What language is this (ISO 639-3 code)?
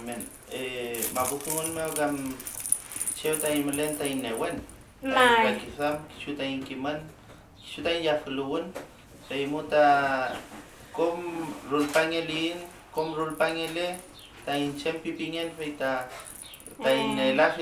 arn